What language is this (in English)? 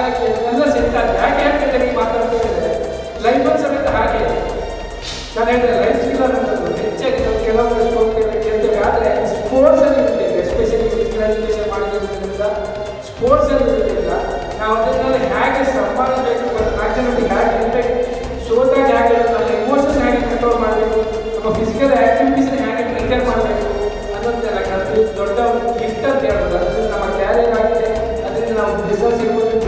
Kannada